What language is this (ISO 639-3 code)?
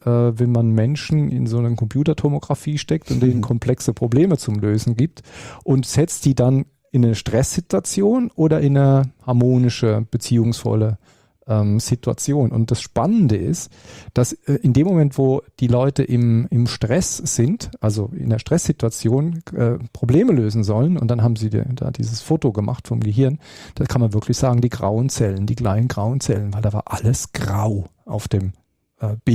deu